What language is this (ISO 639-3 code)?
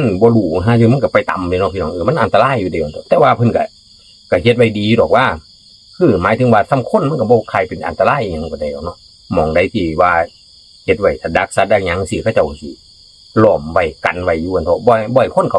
tts